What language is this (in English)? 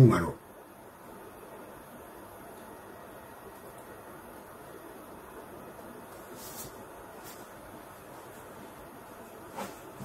Burmese